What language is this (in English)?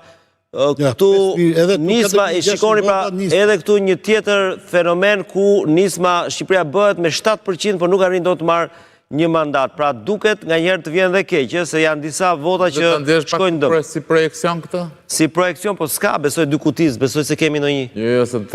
Albanian